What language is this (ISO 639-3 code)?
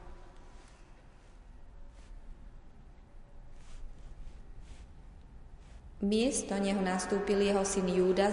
slk